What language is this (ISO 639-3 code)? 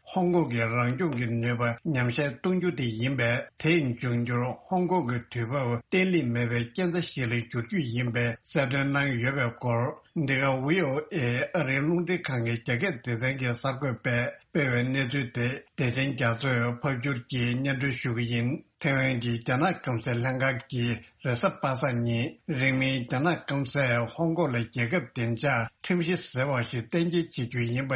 bod